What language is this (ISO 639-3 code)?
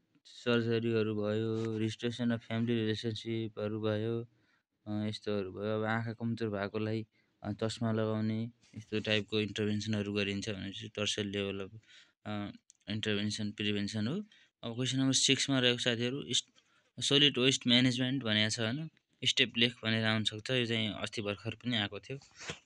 nep